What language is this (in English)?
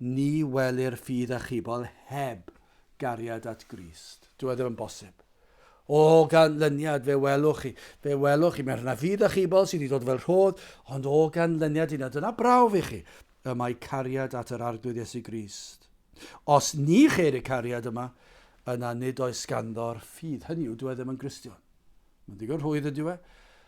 Welsh